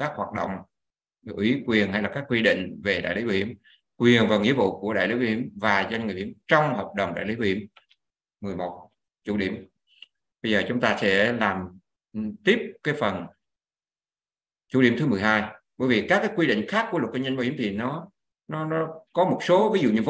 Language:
Vietnamese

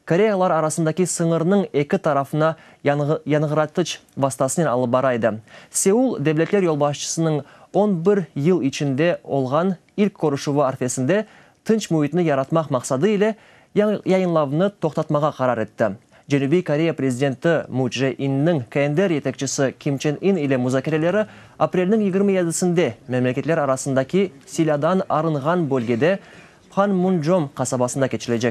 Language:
Crimean Tatar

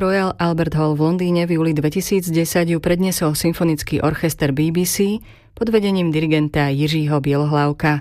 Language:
Slovak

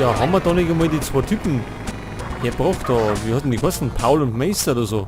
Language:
Bavarian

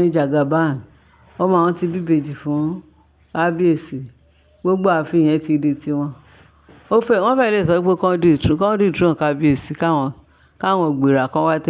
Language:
Yoruba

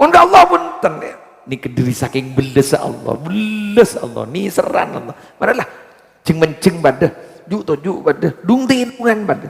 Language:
Madurese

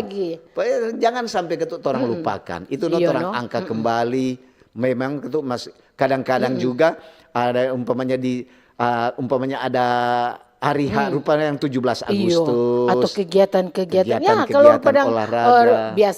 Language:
Manado Malay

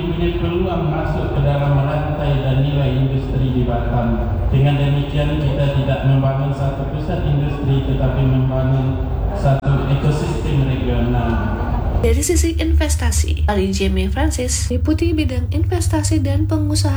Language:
Indonesian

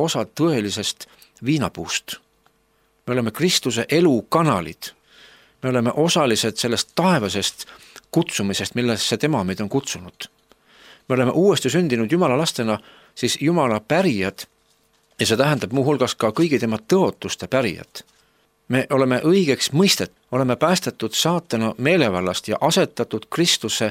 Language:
Estonian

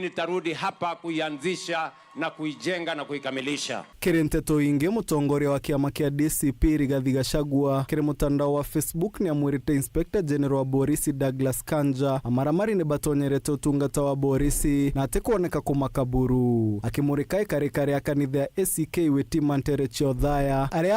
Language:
Meru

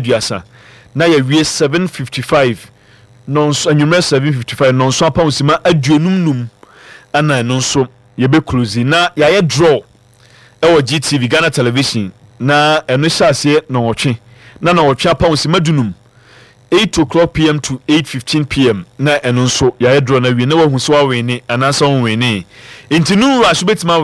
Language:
Akan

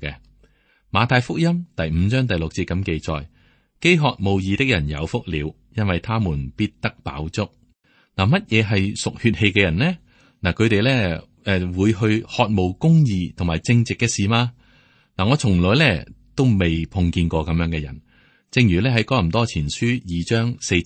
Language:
Cantonese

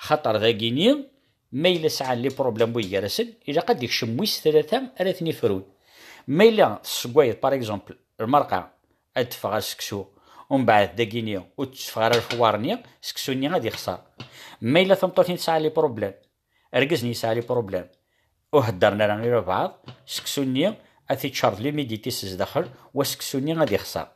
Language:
Kabyle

